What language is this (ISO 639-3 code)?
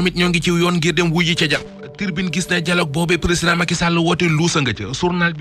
wol